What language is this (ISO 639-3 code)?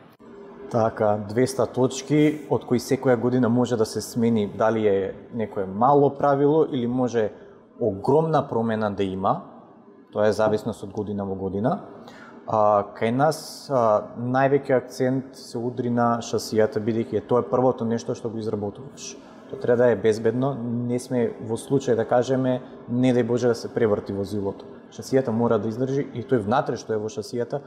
mkd